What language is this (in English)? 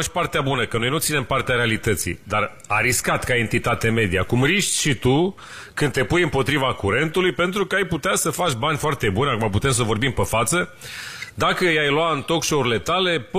Romanian